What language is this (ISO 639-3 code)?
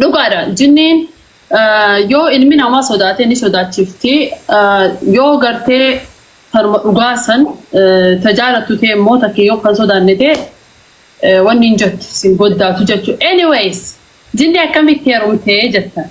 orm